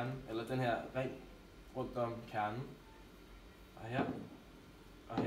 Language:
Danish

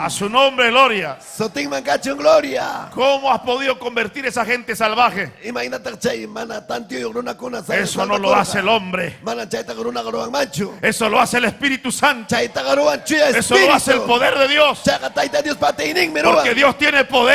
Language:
Ayacucho Quechua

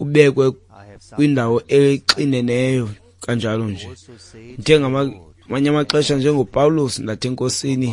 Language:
Xhosa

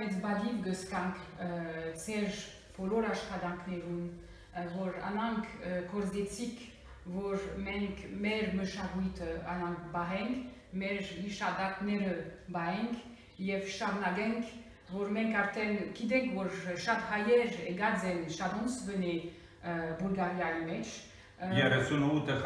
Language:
Western Armenian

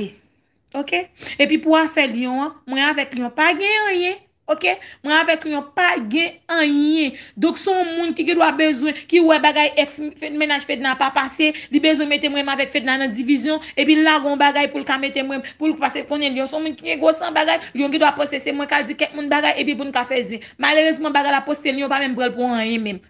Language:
Haitian Creole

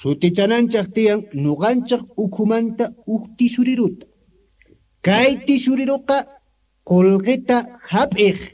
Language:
Quechua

